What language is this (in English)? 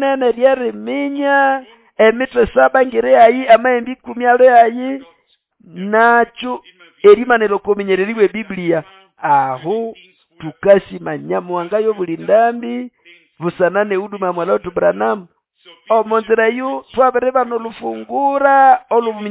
Nande